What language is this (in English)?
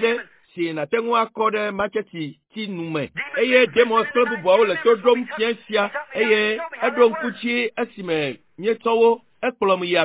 Ewe